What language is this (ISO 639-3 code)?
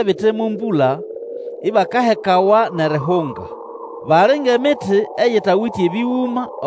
nnb